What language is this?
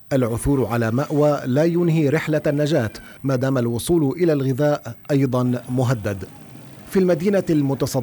Arabic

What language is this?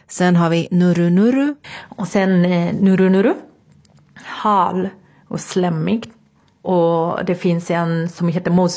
Swedish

